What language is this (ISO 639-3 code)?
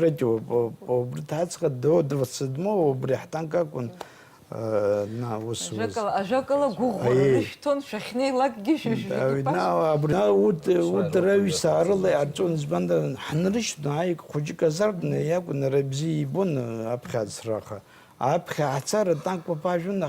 abk